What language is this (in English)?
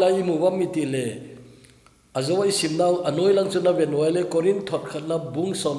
Thado Chin